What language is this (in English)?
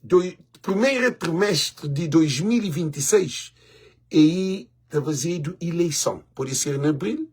Kabuverdianu